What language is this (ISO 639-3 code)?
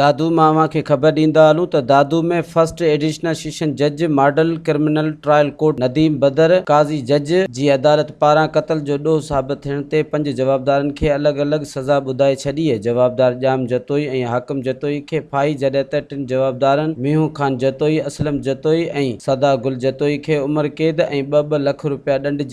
snd